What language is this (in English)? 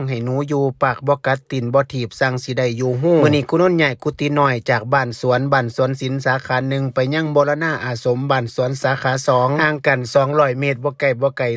Northeastern Thai